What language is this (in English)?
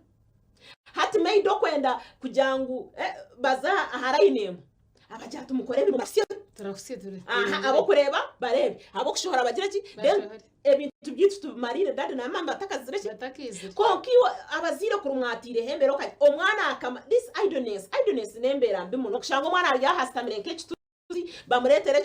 Nyankole